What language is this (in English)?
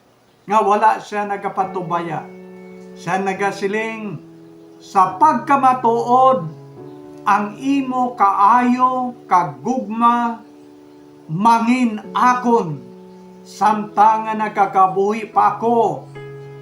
Hiligaynon